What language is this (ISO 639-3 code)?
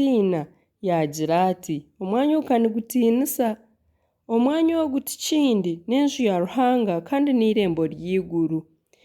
nyn